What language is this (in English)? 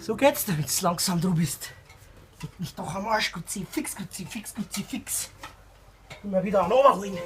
Bavarian